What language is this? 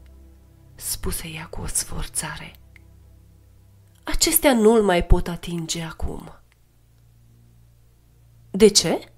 Romanian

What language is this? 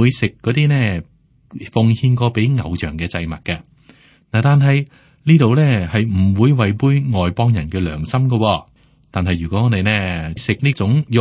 Cantonese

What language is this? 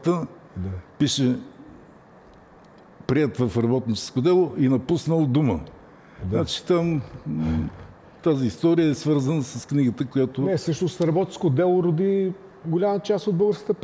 Bulgarian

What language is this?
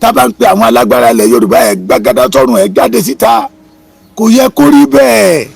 Yoruba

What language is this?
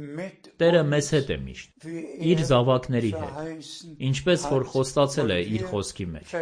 Armenian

